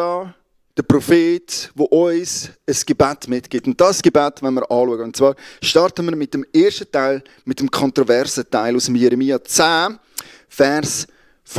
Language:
Swiss German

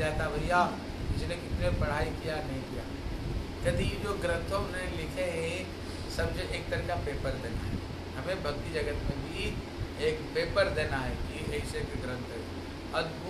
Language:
Hindi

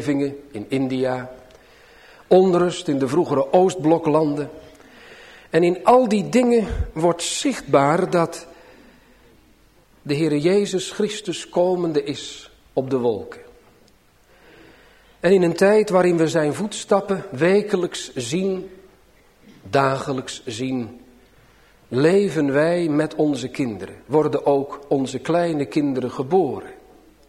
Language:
Dutch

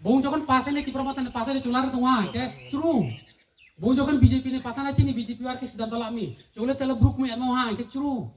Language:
Riang (India)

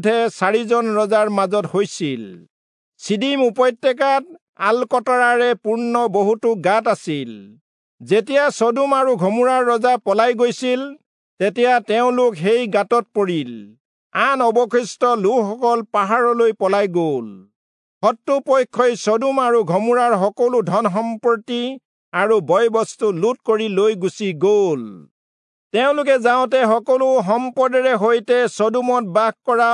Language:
Assamese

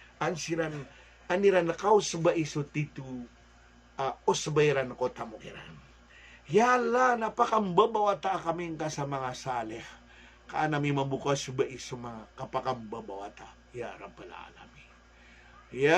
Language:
Maranao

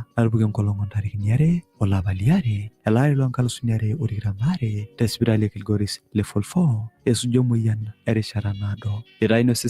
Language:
Masai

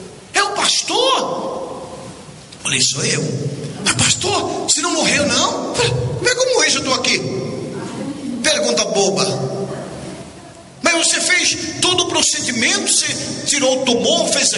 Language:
Portuguese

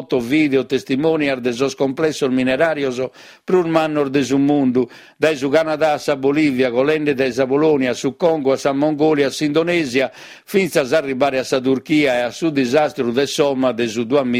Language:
Sardinian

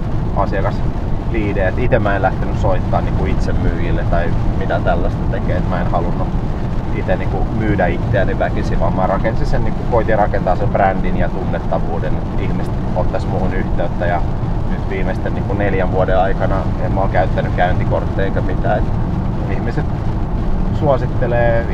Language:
Finnish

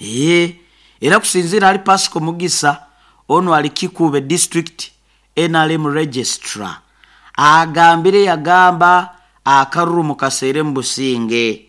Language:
Nyoro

